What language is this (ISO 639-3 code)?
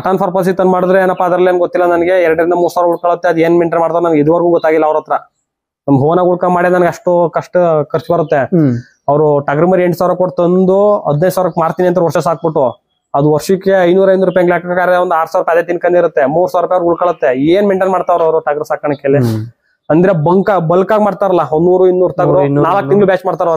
kan